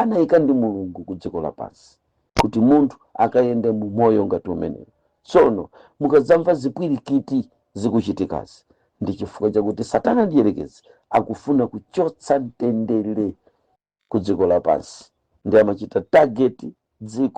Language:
Nyanja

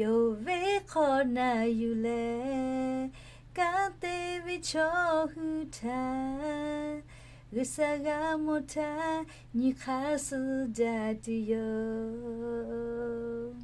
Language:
Lahu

